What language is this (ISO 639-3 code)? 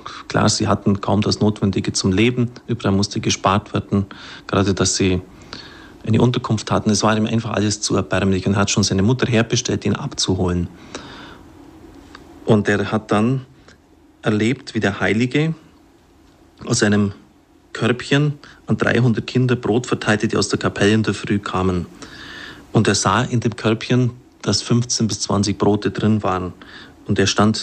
deu